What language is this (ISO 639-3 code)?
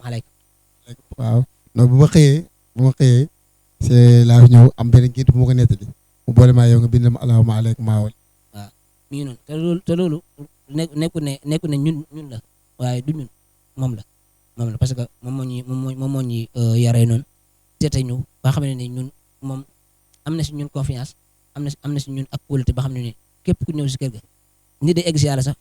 wol